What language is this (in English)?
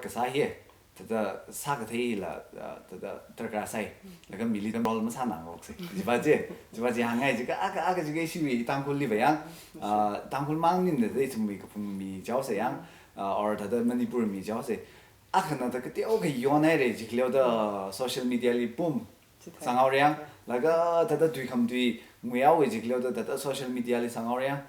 Tangkhul Naga (India)